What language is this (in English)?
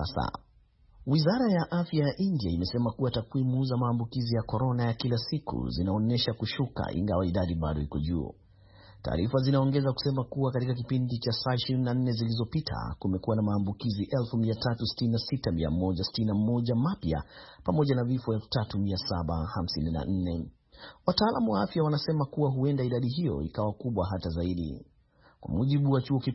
Swahili